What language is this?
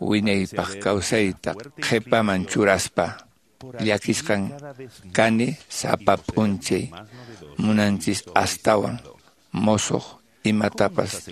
Quechua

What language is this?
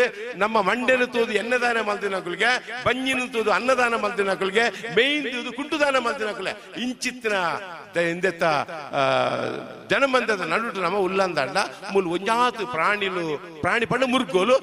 Tulu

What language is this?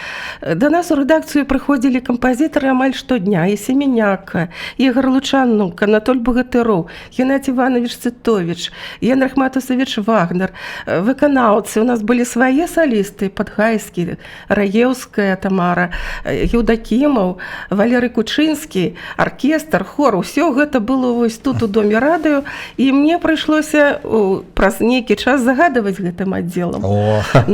Belarusian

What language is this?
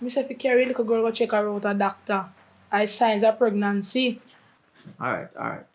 Jamaican Creole English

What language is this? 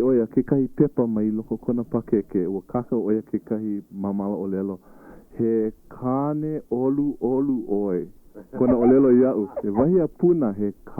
Hawaiian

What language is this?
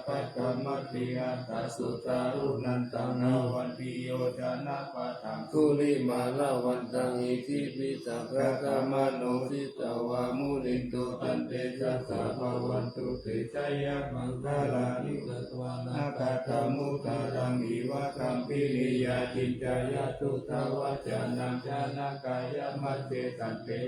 Pali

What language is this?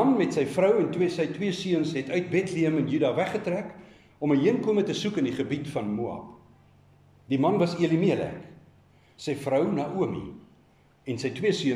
Afrikaans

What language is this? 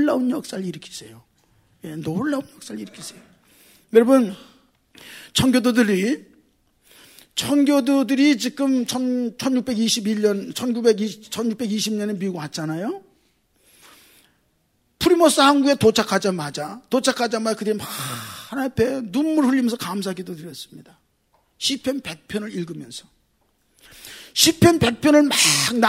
Korean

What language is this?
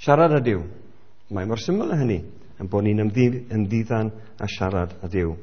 Welsh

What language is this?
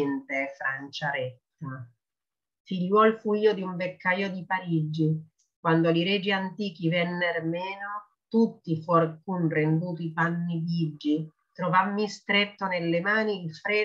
Italian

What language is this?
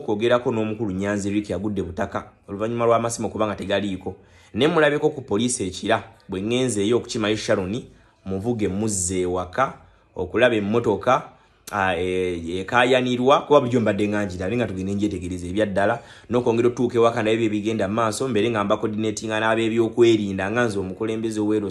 Ganda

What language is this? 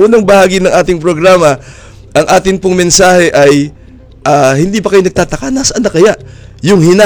Filipino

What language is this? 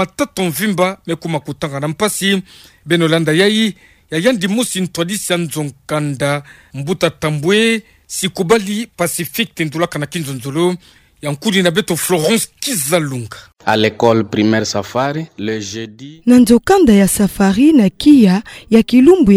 Kituba (Democratic Republic of Congo)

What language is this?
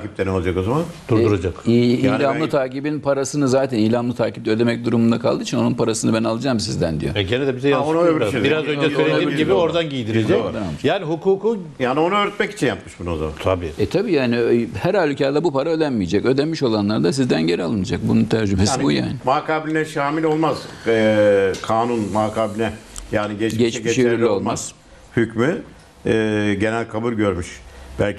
Turkish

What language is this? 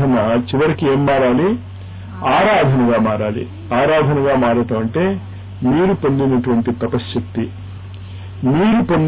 Telugu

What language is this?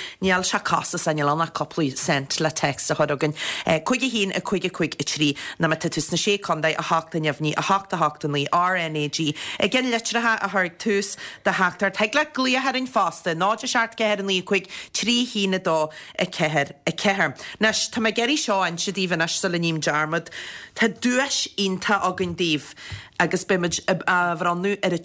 Irish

